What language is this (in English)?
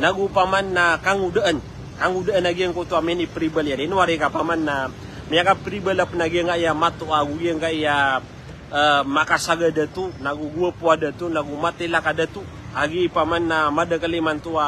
Maranao